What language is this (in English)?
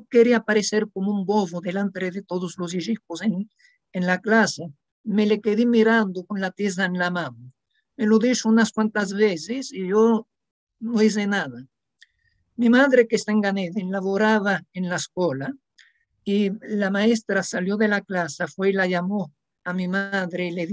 Ladino